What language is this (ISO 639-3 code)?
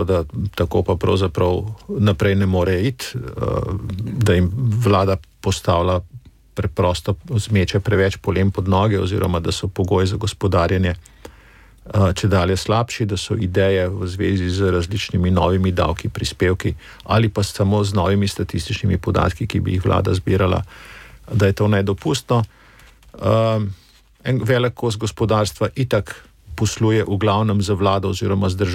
slv